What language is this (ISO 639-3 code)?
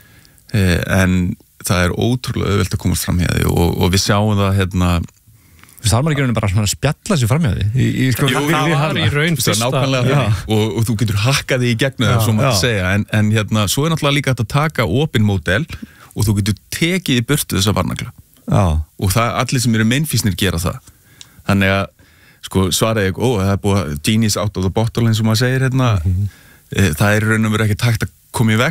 isl